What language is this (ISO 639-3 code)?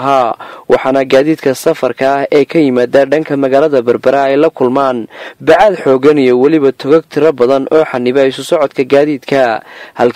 som